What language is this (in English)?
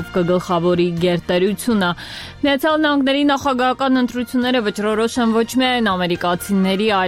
Armenian